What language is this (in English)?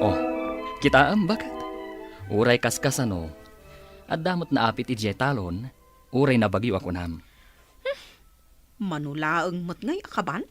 Iloko